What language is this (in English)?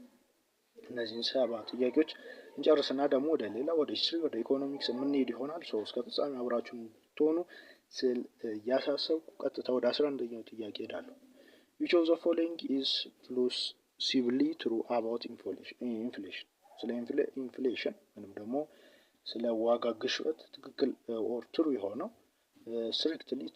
Amharic